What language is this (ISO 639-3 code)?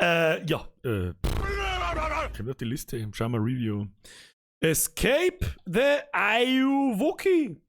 bar